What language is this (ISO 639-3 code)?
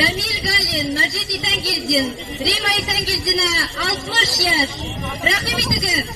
bak